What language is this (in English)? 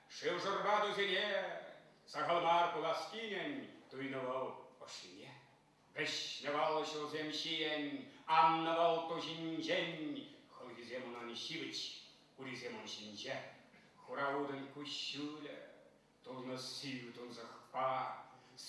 Chuvash